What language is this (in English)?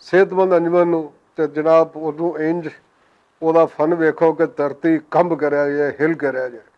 Western Panjabi